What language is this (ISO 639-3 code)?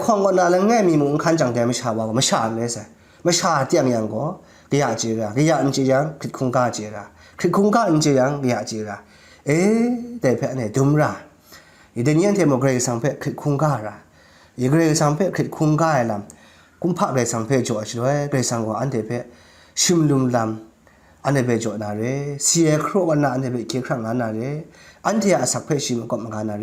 kac